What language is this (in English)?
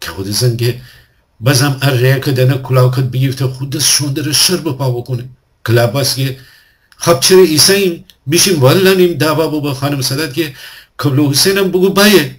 Gilaki